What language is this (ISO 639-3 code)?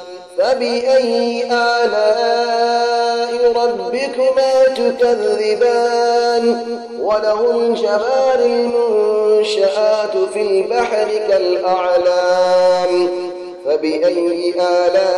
ara